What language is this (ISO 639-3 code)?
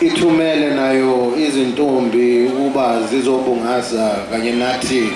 zul